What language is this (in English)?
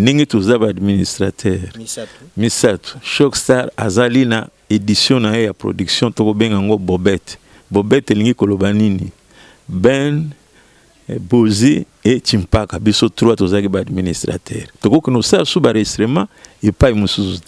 Lingala